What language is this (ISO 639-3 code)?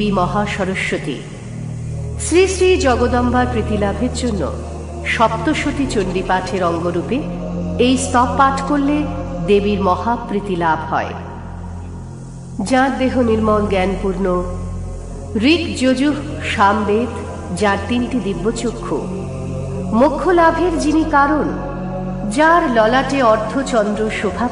ben